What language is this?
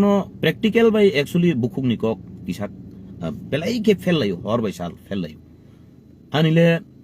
Kok Borok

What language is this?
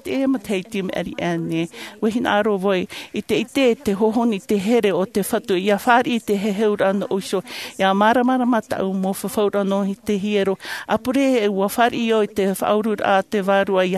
Tahitian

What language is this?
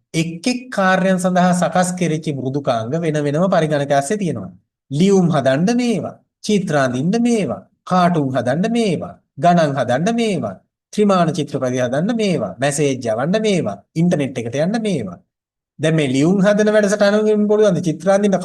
Sinhala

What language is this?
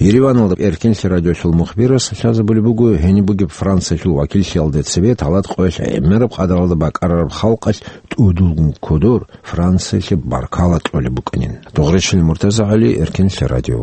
Avaric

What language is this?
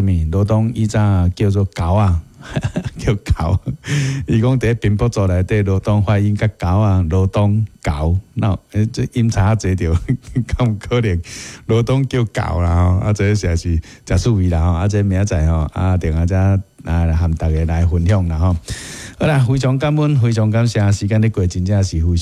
Min Nan Chinese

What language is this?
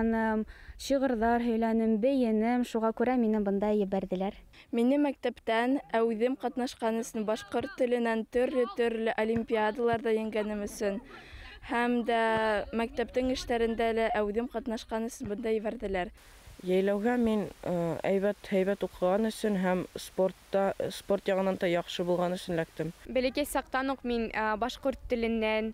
Bashkir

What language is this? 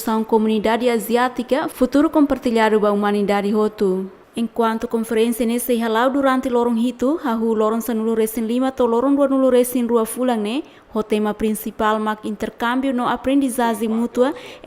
Tetum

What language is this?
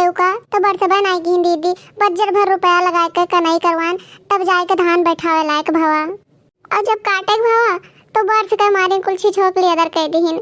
Awadhi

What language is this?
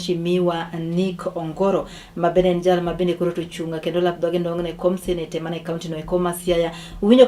Luo (Kenya and Tanzania)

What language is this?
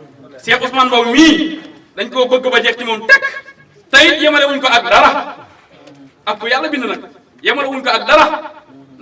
Wolof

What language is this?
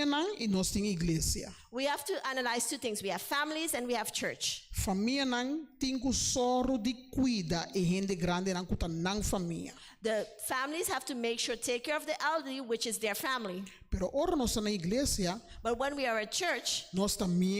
Papiamento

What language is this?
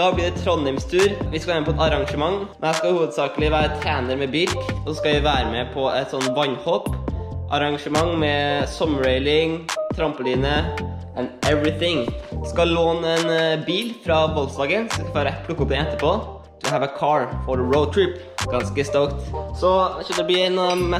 Norwegian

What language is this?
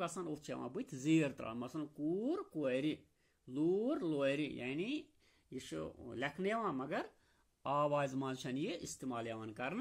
Kashmiri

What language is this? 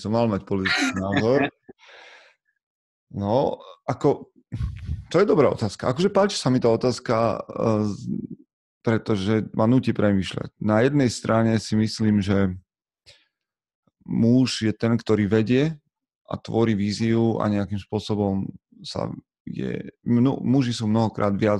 Slovak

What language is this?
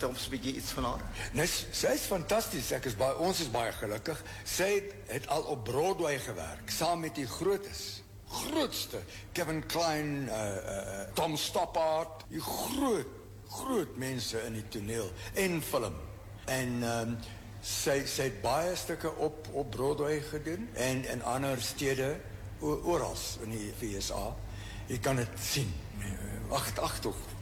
Afrikaans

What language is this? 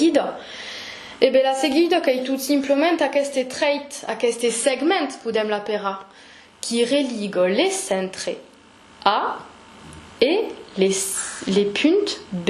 Occitan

